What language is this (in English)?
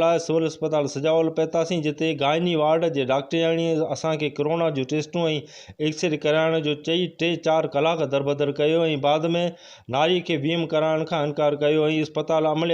Sindhi